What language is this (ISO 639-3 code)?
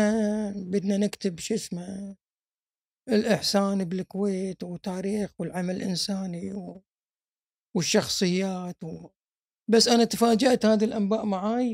afb